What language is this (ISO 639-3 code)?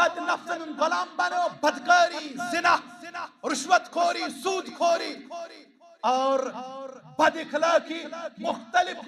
kas